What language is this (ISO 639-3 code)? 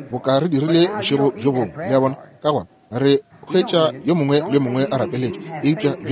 nso